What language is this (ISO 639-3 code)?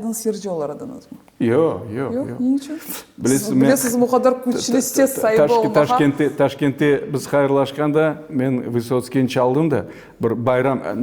crh